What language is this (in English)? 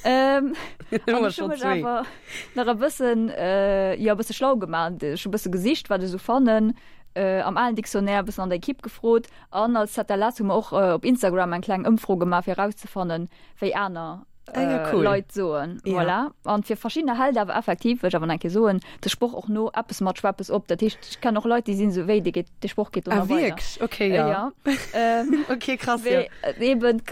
Luxembourgish